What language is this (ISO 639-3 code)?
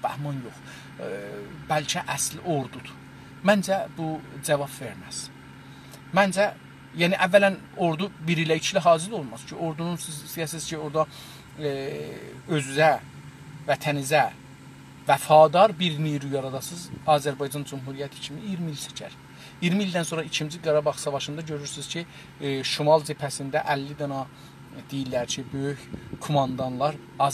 azb